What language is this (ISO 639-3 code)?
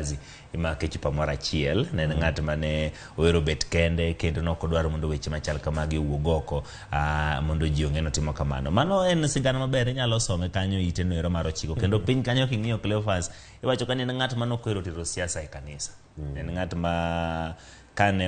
luo